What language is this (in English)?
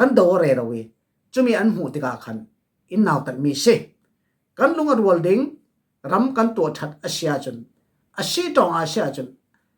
Falam Chin